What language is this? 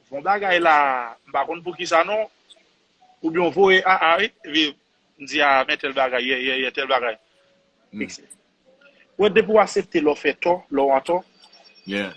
Haitian Creole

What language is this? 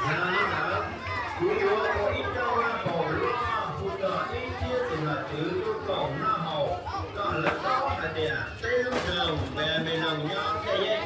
Hmong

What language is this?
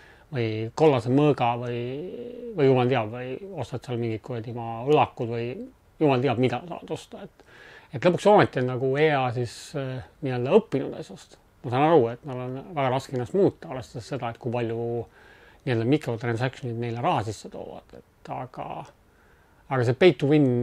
Estonian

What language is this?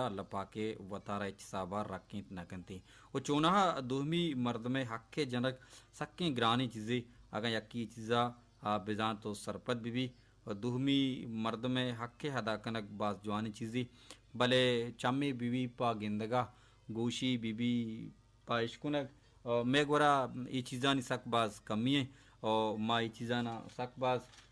Baluchi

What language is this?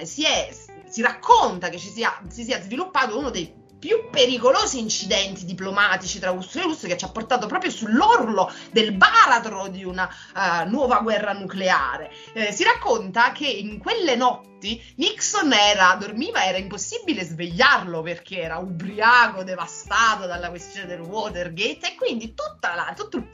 Italian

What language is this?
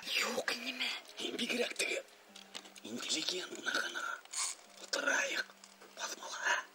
Bashkir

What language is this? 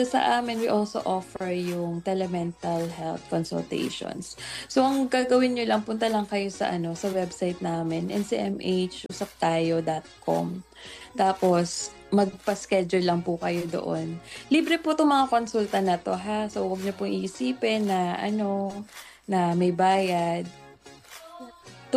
Filipino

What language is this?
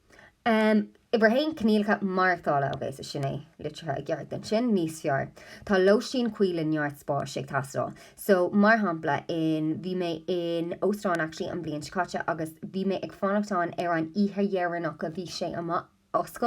Irish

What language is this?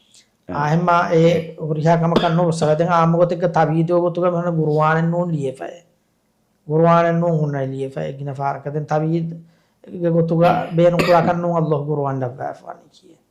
Divehi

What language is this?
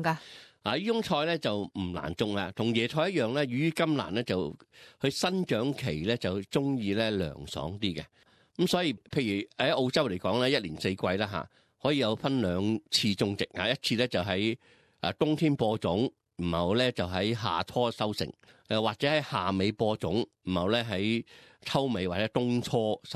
Cantonese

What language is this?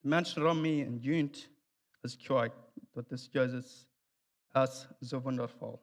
Plautdietsch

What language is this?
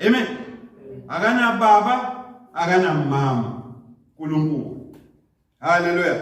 Zulu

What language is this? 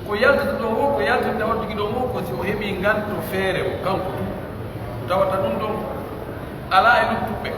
Pular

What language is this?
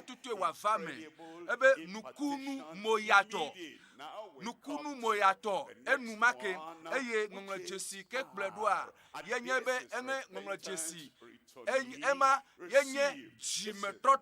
Ewe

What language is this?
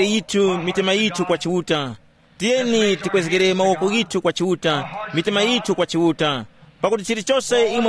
Tumbuka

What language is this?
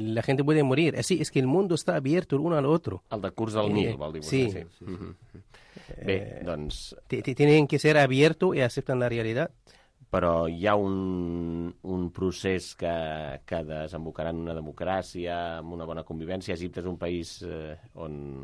Catalan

